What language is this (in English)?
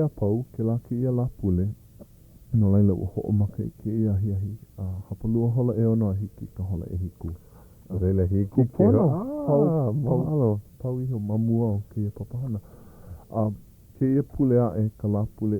Hawaiian